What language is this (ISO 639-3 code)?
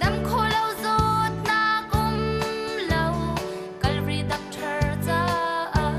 cnh